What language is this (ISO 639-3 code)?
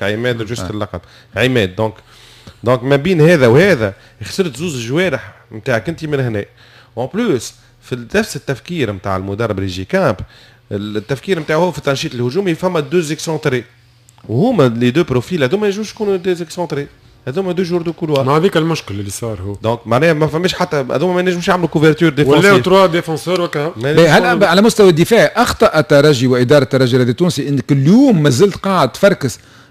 aeb